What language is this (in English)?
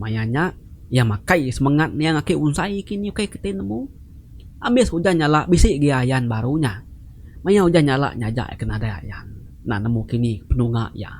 Iban